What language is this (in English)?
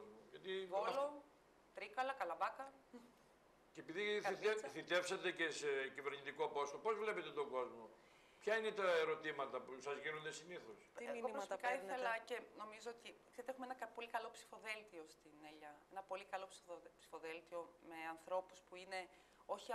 Greek